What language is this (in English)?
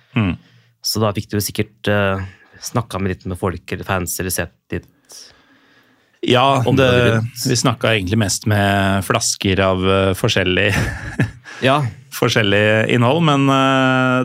Norwegian